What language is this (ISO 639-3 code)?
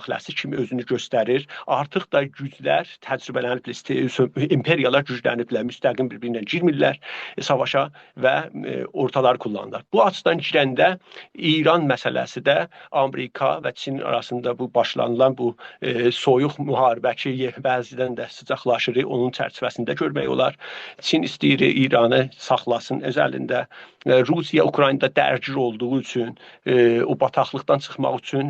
azb